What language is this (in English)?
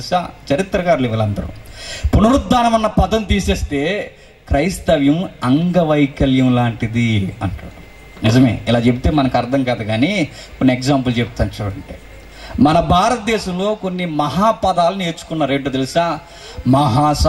Telugu